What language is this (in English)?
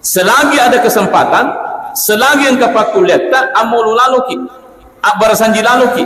Buginese